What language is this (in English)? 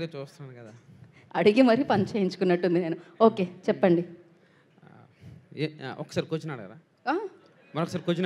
Telugu